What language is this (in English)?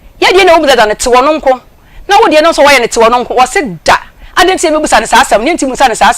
Akan